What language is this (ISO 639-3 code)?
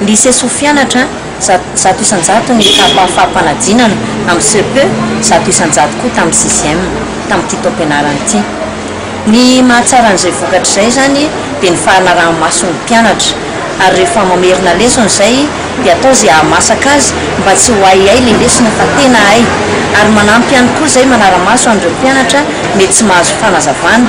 mlg